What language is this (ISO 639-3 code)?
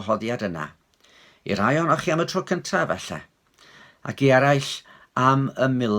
cym